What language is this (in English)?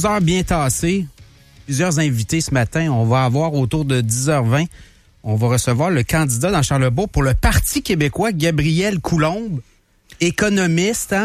French